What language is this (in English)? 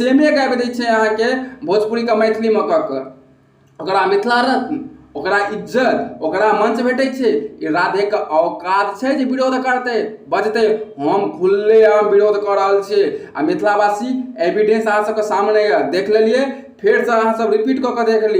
Maithili